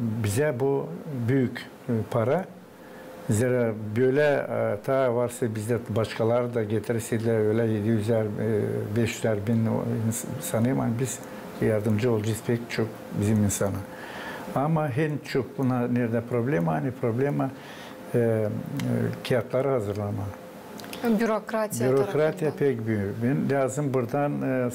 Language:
Gagauz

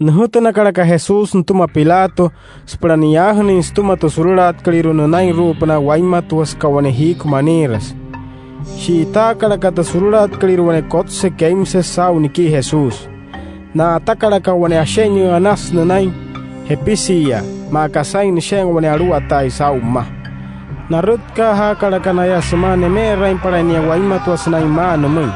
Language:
Wayuu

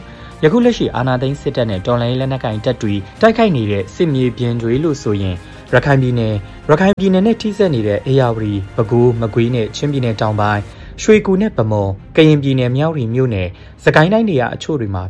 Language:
Burmese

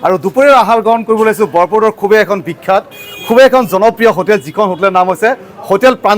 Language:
Assamese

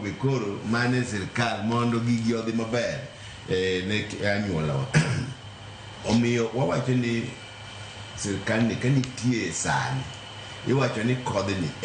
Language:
Luo (Kenya and Tanzania)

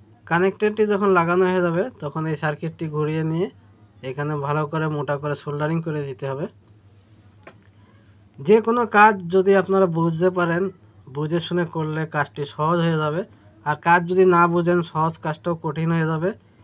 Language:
Bangla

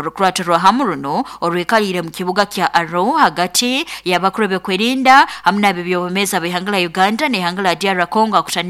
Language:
Nyoro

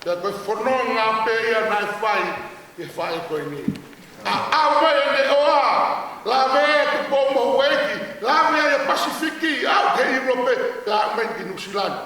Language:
Tongan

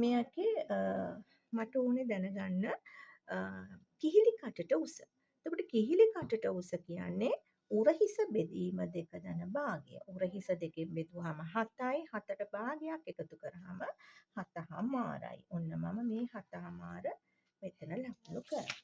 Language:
Sinhala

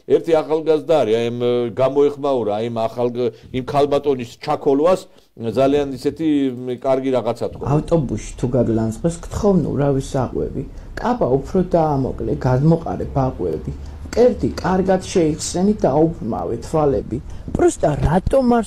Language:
Georgian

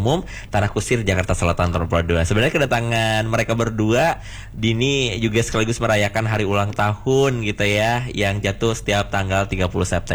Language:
Indonesian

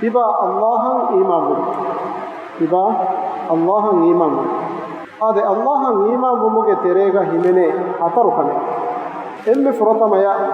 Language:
Divehi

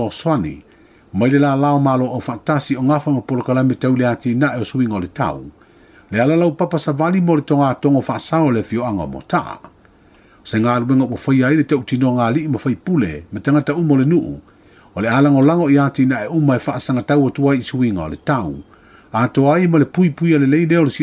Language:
Samoan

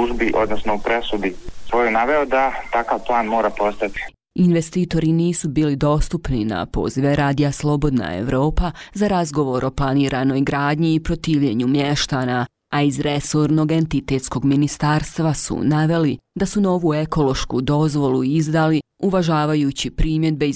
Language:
Bosnian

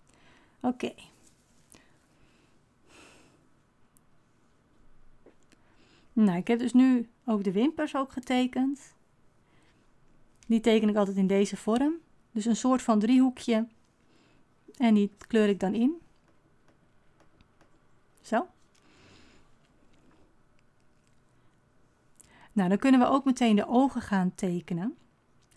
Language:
Dutch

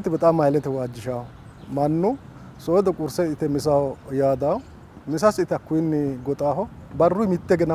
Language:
Sidamo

